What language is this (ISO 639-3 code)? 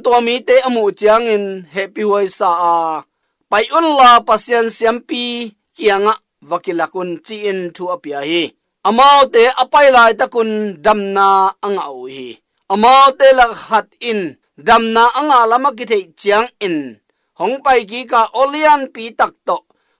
ctd